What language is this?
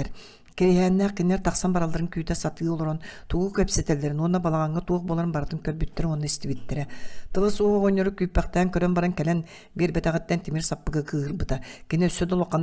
Yakut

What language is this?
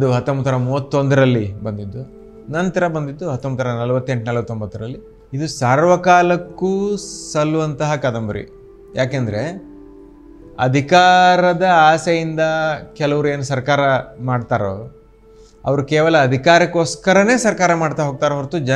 Kannada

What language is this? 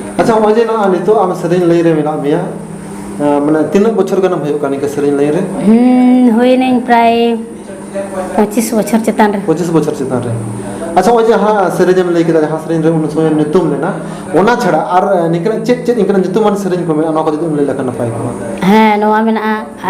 Santali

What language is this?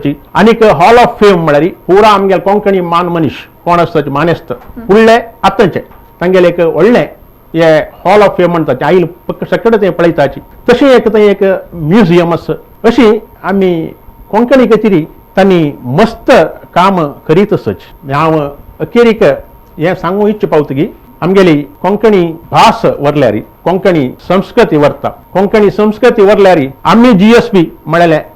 Konkani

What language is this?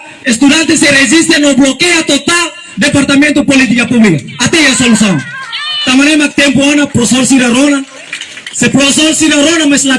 Tetum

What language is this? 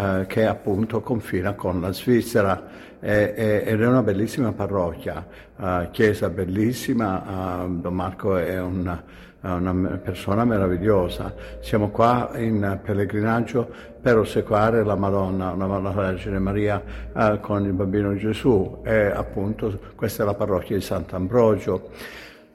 Italian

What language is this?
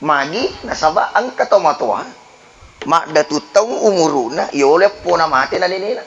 Buginese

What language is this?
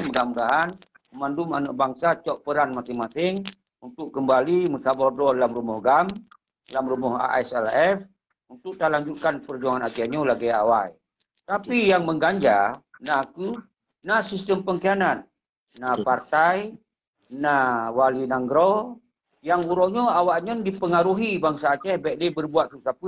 Achinese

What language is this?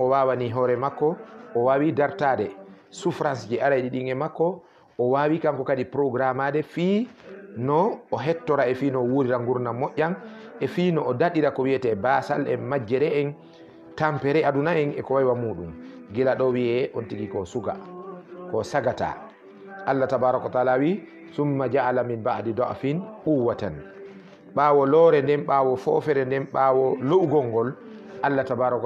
Fula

